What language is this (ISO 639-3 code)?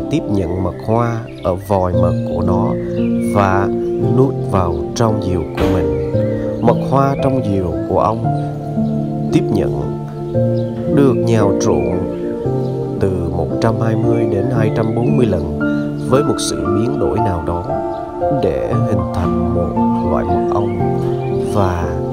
vie